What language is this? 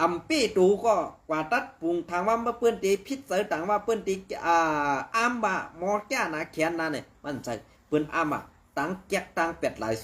Shan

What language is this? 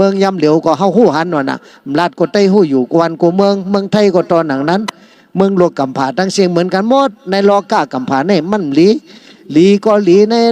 Shan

